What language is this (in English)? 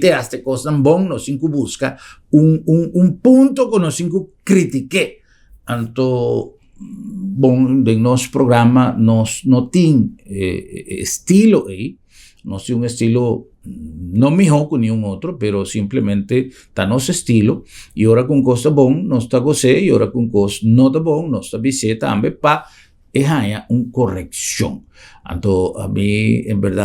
Papiamento